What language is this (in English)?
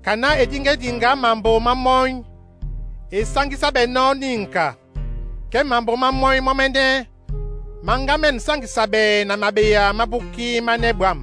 Duala